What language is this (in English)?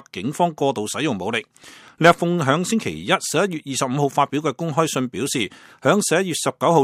Cantonese